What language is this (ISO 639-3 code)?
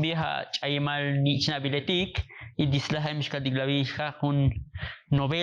tzo